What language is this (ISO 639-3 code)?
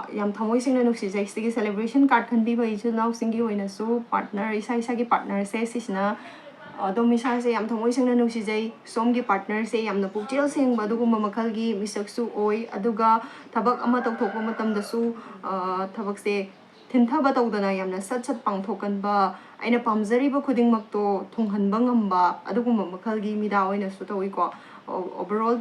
mni